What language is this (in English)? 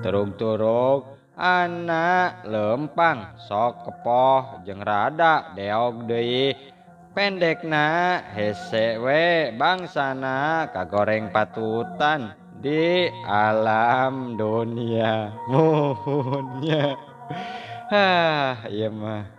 Sundanese